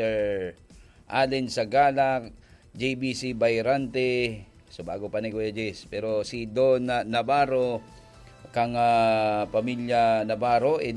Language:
Bikol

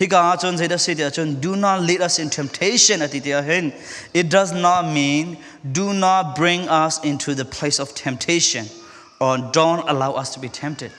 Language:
Falam Chin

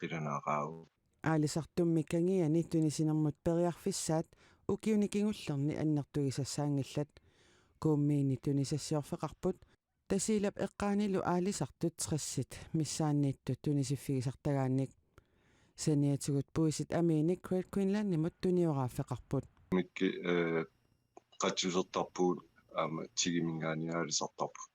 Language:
Kalaallisut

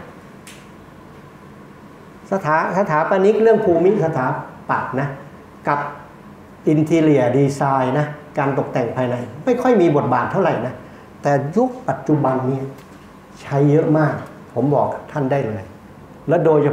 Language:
Thai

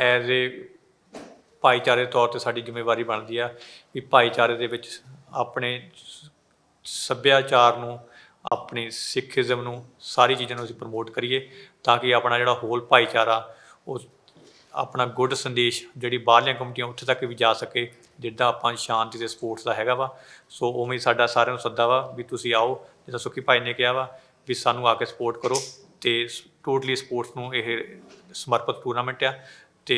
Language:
Punjabi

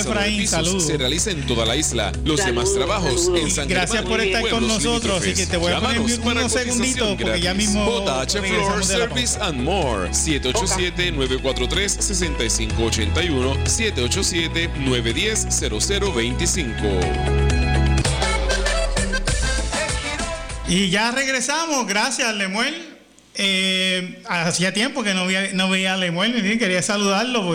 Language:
Spanish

